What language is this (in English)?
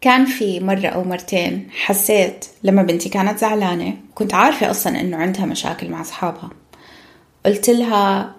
North Levantine Arabic